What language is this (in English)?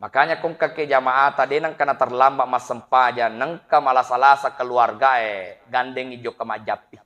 Buginese